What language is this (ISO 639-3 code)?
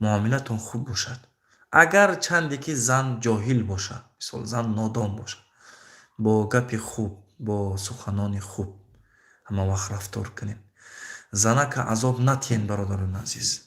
tgk